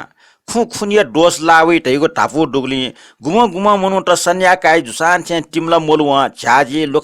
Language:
Newari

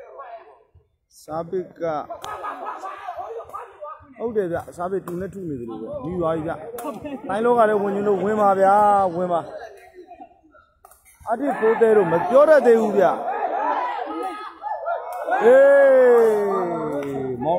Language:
Burmese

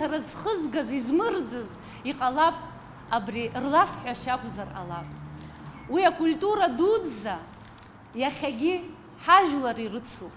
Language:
Abkhazian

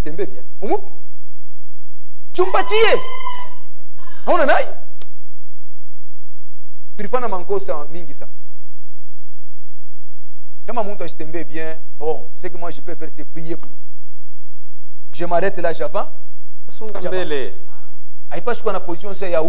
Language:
Swahili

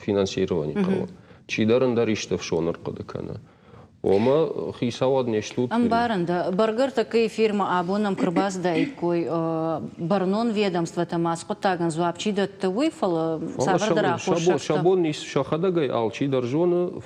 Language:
Ossetic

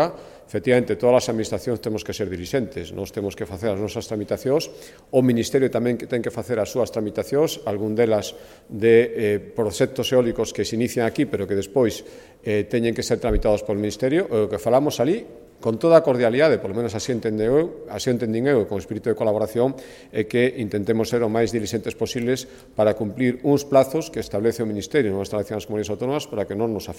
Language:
Galician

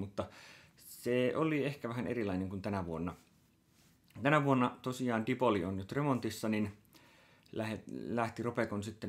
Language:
Finnish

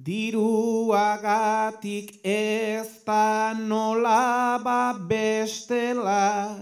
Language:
Basque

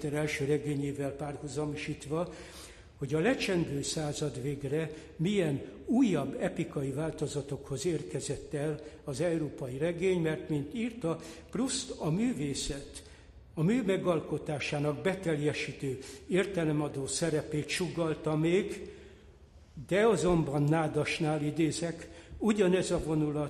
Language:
Hungarian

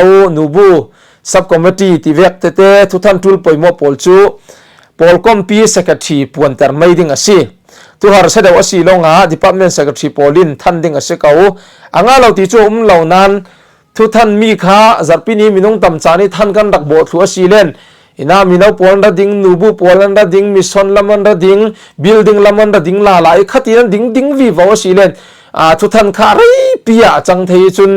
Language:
Falam Chin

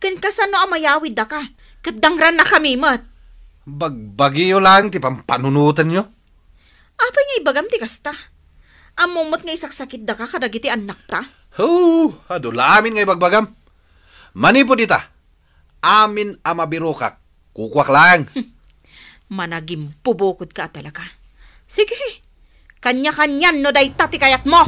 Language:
Iloko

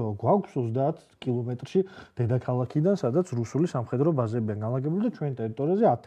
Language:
Georgian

